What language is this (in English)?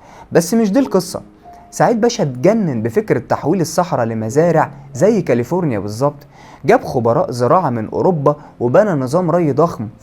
Egyptian Arabic